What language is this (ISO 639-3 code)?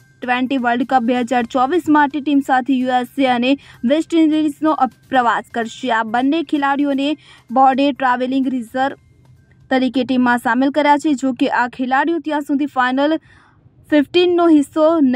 guj